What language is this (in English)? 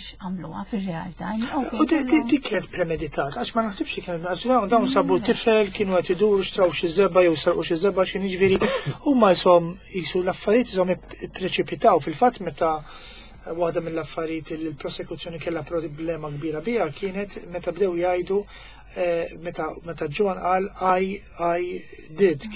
Maltese